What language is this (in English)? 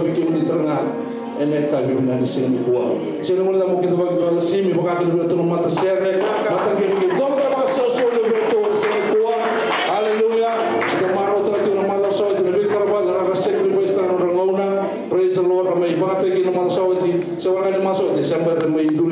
Fijian